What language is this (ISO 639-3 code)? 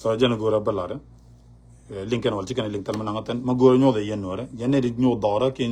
nus